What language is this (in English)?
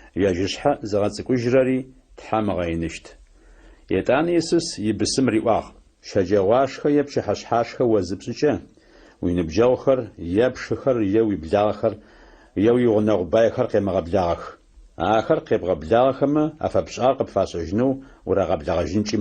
Adyghe